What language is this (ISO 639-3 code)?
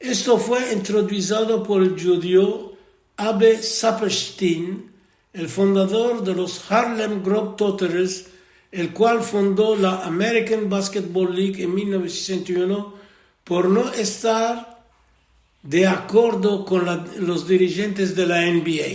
lad